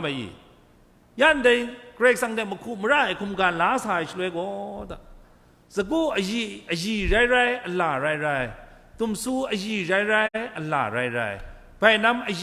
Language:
Kachin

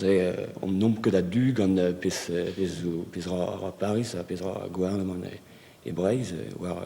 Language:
Breton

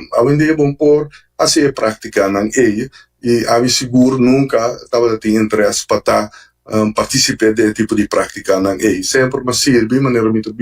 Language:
Papiamento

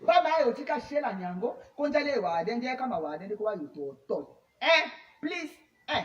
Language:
Tetela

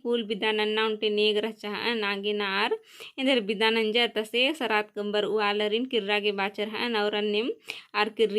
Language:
Kurukh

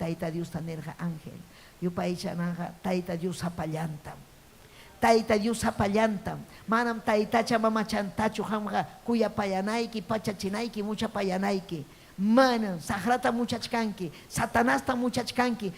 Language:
Ayacucho Quechua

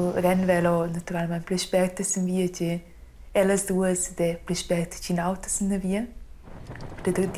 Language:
Romansh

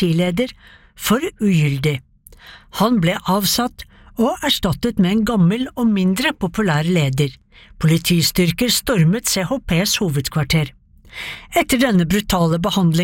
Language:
Norwegian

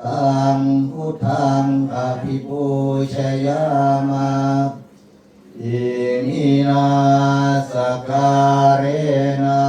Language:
Pali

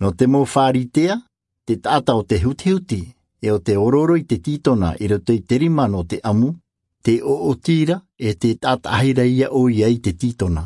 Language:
Tahitian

